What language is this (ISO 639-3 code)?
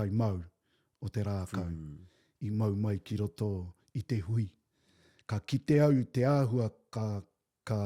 mri